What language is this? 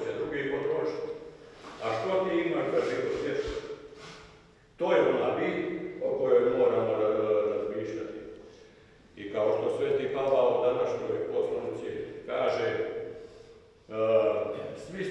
Croatian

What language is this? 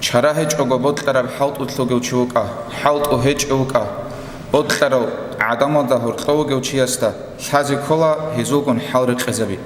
Avaric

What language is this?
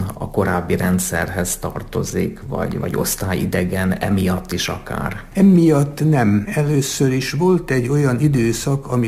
Hungarian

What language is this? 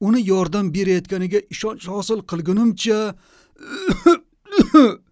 Uzbek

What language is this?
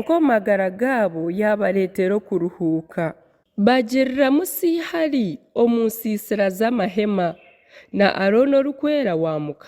Nyankole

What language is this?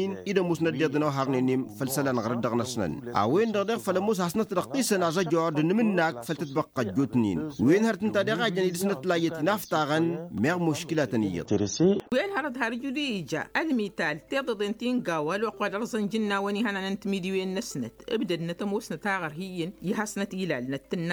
Tamasheq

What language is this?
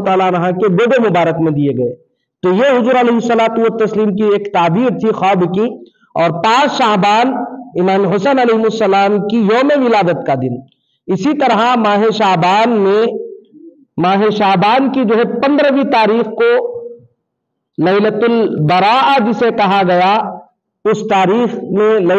Urdu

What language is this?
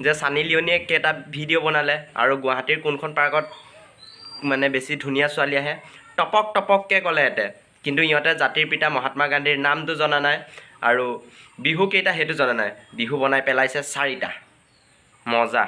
Assamese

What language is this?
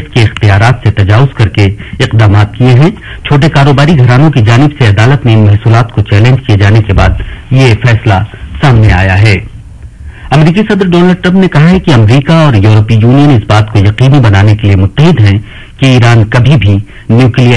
Urdu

